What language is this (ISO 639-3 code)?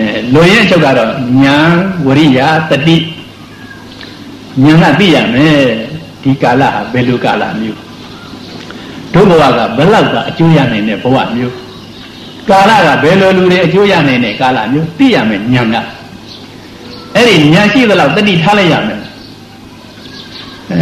mya